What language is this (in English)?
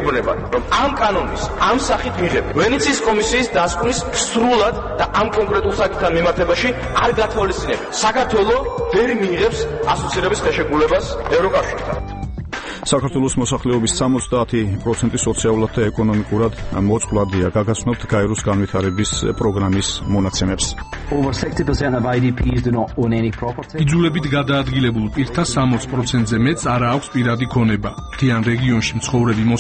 Georgian